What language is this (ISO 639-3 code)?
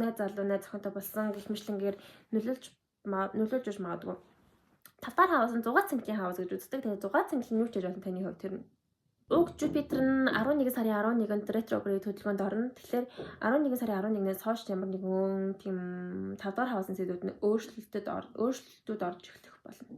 mon